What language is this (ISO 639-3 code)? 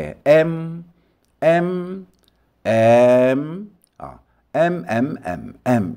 hak